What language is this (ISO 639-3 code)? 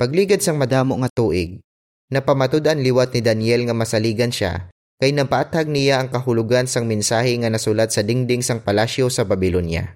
hil